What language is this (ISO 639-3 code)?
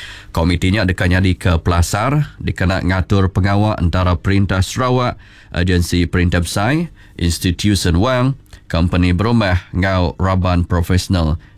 iba